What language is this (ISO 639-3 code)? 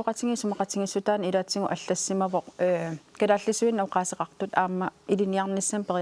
kal